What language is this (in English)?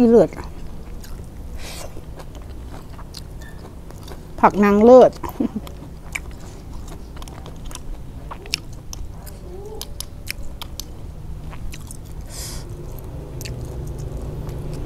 Thai